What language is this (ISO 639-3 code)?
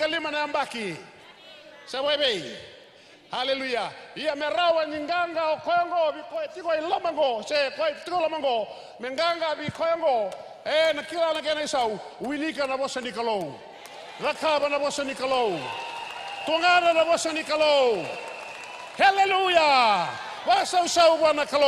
fij